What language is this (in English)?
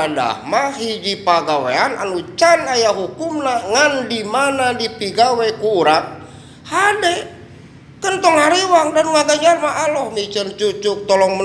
Sundanese